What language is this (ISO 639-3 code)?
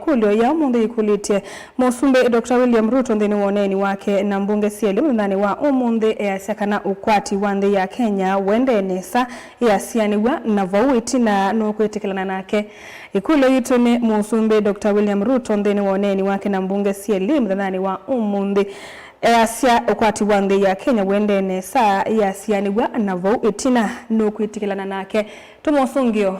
kam